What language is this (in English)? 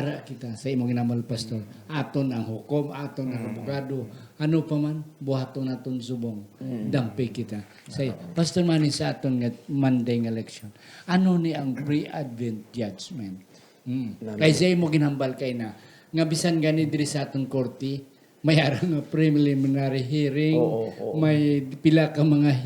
Hiligaynon